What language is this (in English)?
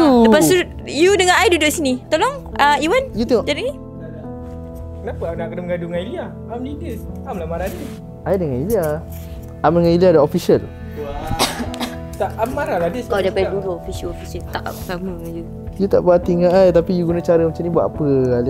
Malay